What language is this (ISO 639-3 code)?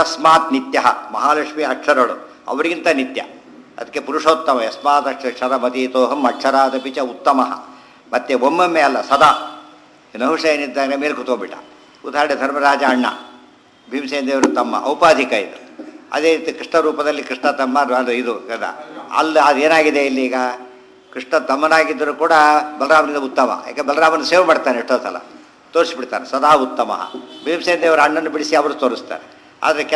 kan